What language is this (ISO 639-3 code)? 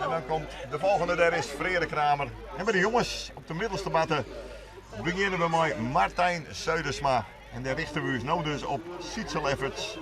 fry